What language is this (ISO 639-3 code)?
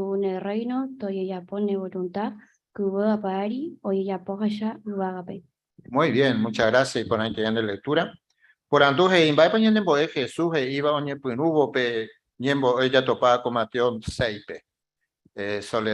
grn